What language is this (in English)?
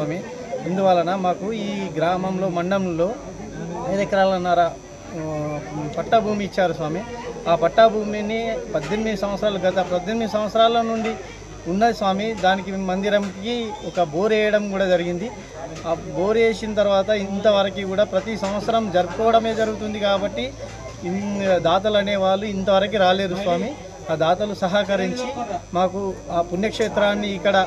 Telugu